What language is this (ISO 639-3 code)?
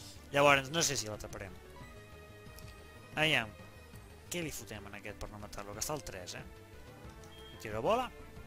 cat